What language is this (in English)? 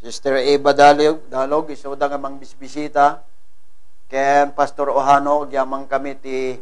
Iloko